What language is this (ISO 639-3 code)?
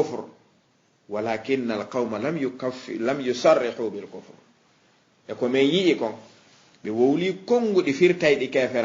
ful